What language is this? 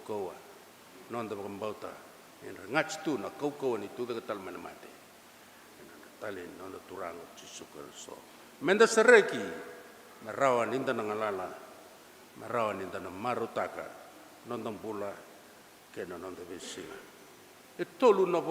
Fijian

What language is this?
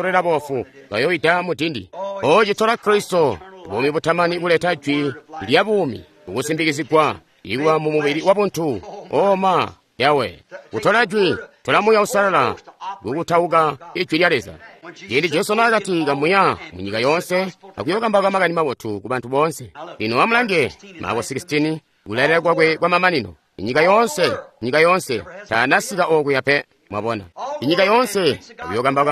Tonga (Zambia)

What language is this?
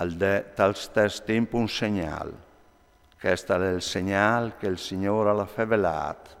Friulian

